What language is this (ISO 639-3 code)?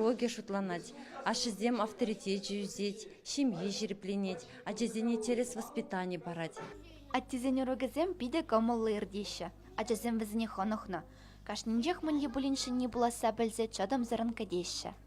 chv